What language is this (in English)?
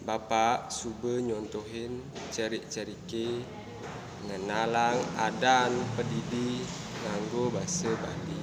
Balinese